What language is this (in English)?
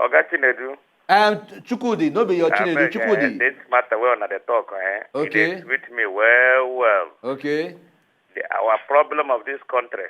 Nigerian Pidgin